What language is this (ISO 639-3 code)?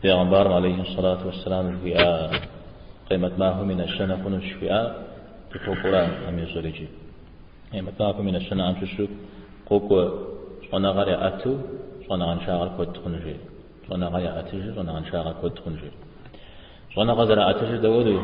kbd